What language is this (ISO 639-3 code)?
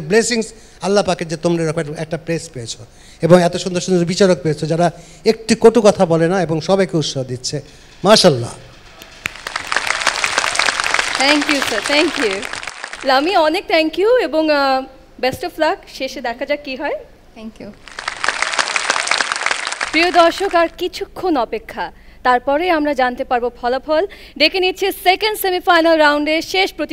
ben